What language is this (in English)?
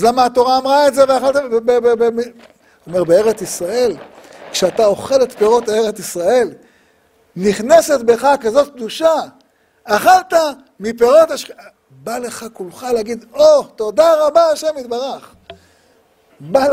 Hebrew